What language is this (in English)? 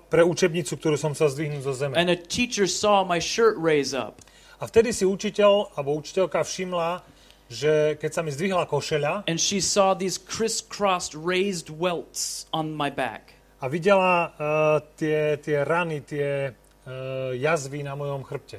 Slovak